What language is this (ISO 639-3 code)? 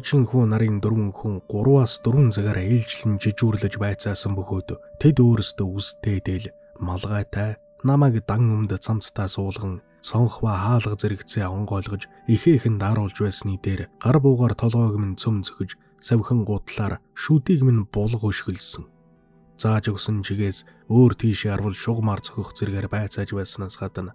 mon